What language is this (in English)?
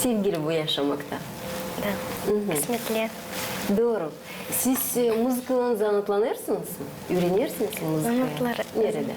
Gagauz